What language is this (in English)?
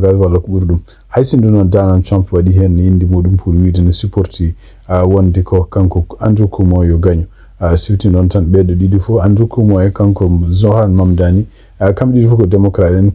Fula